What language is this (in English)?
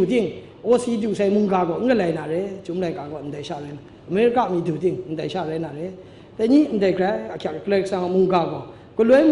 Kachin